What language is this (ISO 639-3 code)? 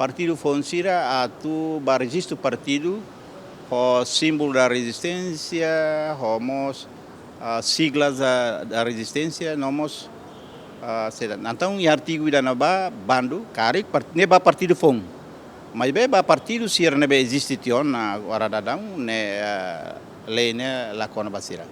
tet